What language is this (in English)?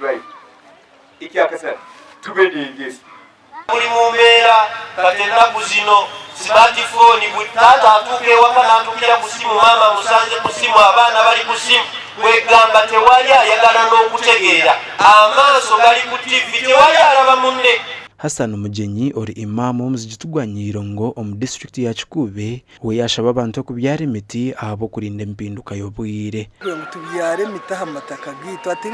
Nyankole